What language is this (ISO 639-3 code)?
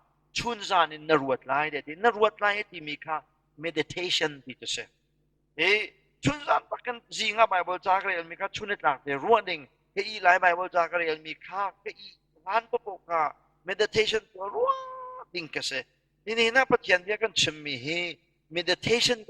cnh